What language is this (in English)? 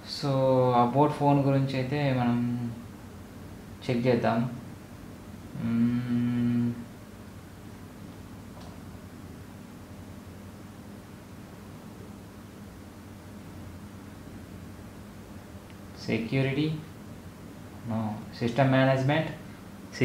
Telugu